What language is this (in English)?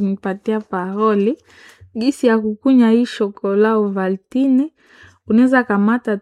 Swahili